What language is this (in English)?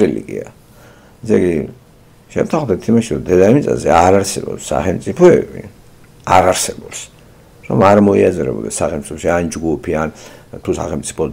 Georgian